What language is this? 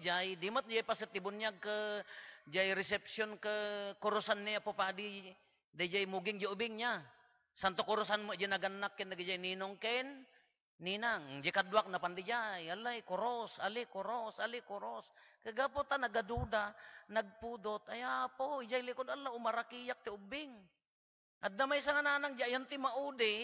Iloko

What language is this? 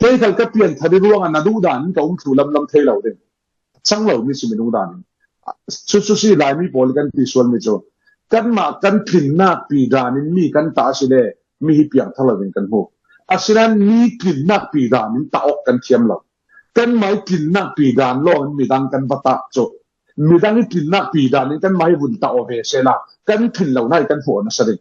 Falam Chin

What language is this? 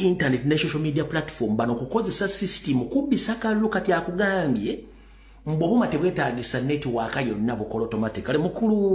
Ganda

